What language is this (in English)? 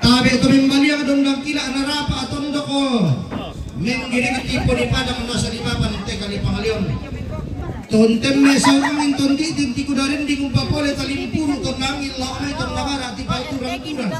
Toraja-Sa'dan